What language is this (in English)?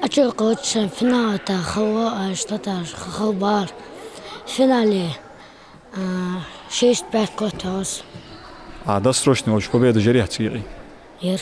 Ingush